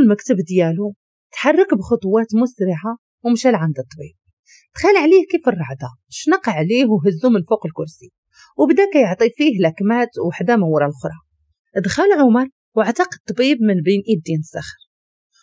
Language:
Moroccan Arabic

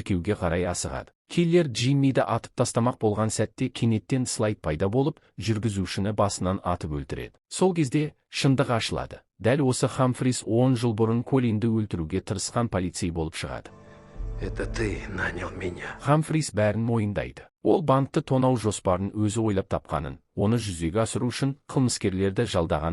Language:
Kazakh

